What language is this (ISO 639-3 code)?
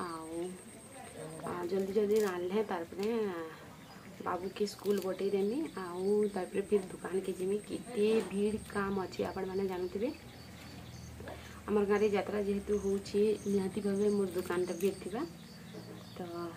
spv